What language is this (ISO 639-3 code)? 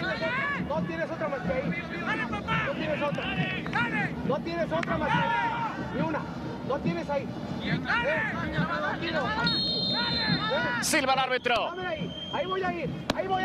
spa